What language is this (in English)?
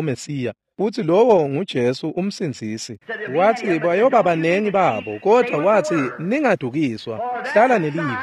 Swati